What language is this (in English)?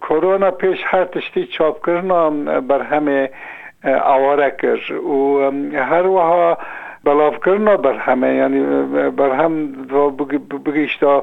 Kurdish